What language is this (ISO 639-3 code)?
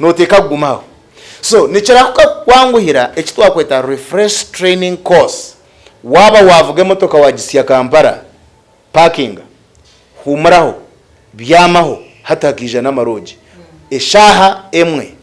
nyn